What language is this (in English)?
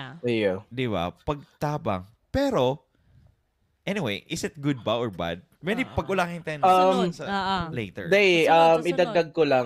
Bikol